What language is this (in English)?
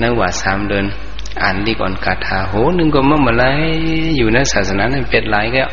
Shan